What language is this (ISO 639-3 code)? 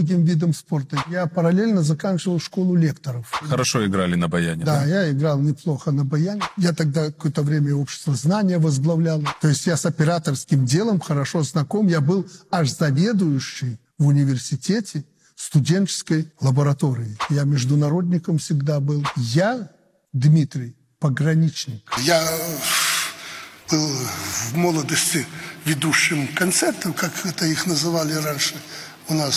rus